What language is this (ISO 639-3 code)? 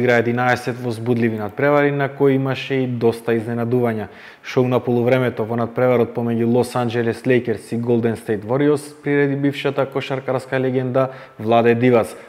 mkd